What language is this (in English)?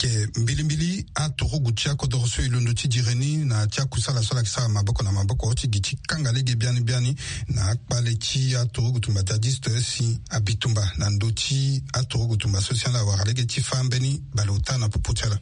Sango